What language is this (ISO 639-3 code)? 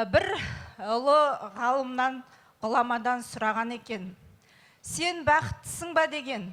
kaz